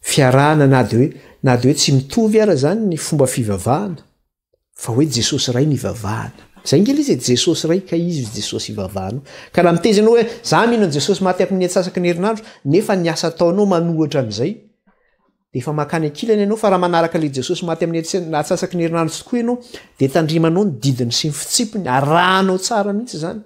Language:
Malagasy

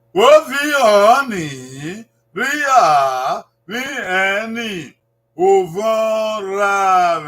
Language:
Bini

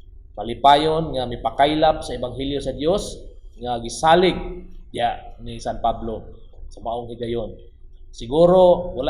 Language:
Cebuano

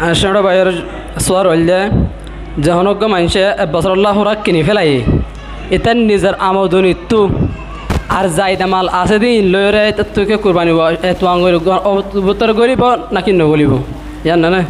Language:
Rohingya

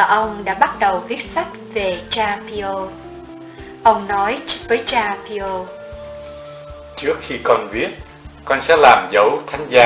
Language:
Vietnamese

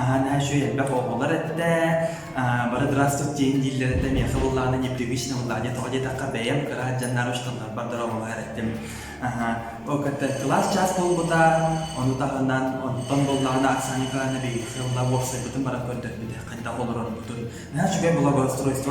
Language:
Yakut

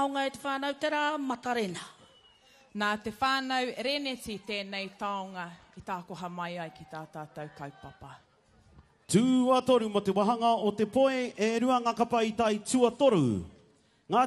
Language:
Māori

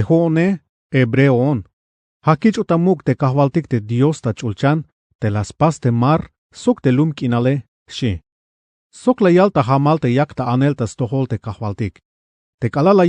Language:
Tzeltal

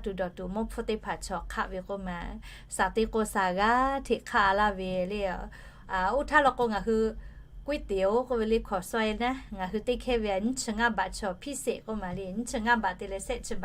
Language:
Lahu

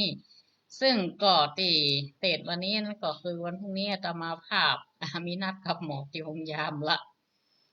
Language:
Northern Thai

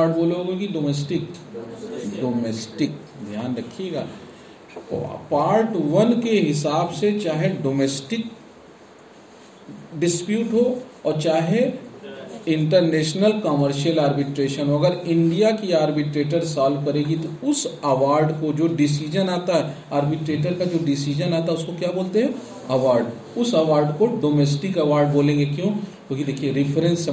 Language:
Hindi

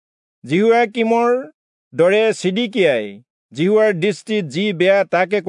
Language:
Assamese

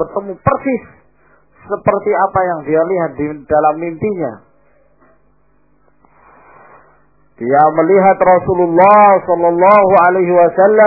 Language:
Indonesian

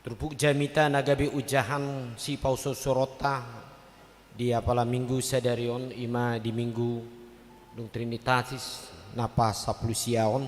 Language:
Batak Toba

